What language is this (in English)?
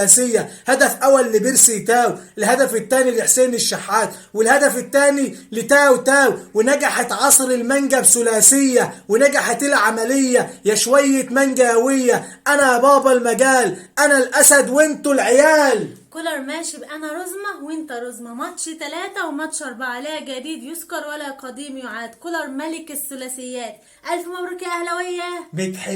Egyptian Arabic